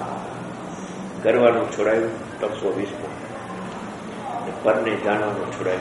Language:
Gujarati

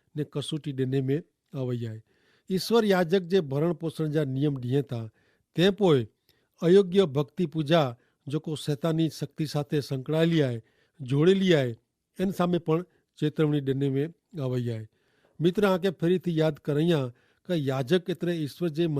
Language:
Kachhi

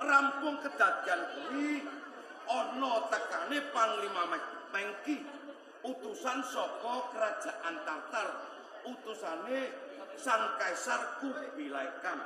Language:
Javanese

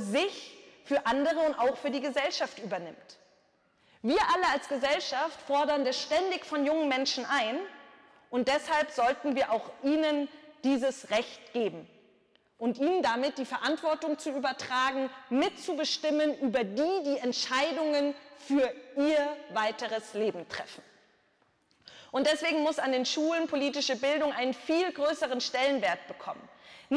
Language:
German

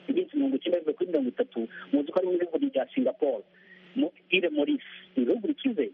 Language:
Kinyarwanda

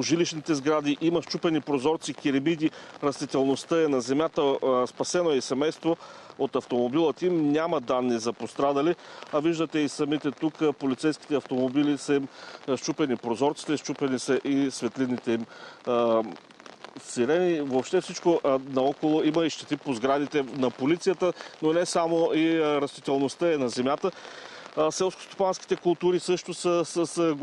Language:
Bulgarian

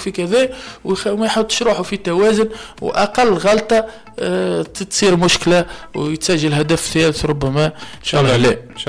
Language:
Tunisian Arabic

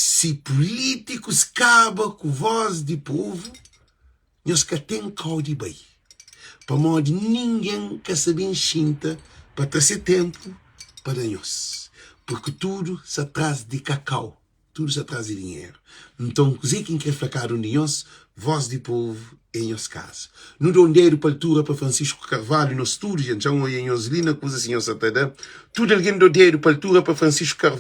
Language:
Kabuverdianu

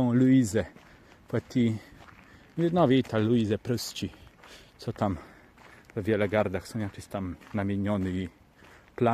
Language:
Kashubian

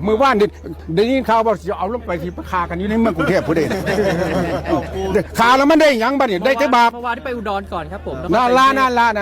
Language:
Northeastern Thai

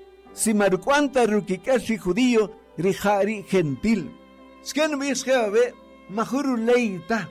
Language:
Kaqchikel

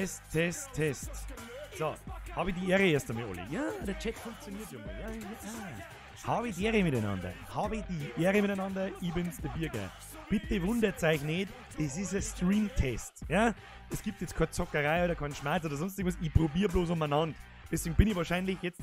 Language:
Bavarian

